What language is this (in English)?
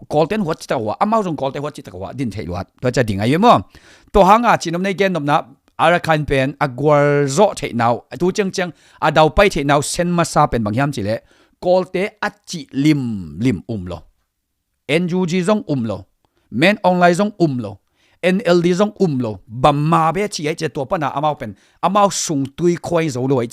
Tedim Chin